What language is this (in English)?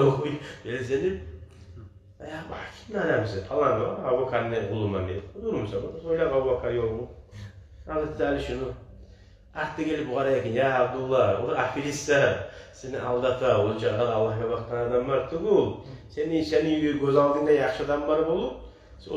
Kumyk